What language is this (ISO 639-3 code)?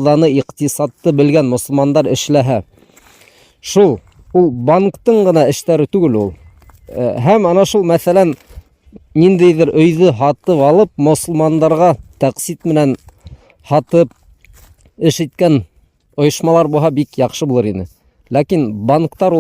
bak